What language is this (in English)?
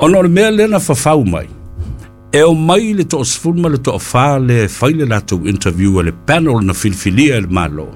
Samoan